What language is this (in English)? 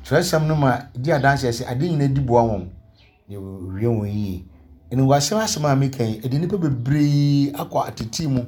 Akan